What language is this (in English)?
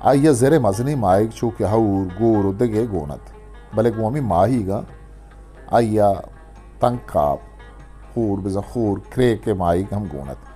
Eastern Balochi